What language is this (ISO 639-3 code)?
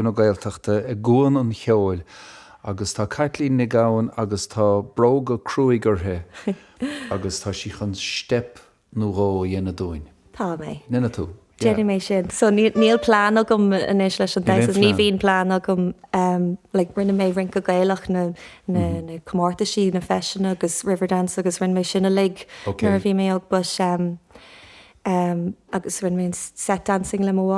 gle